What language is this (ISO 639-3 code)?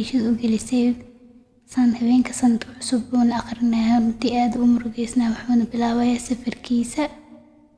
som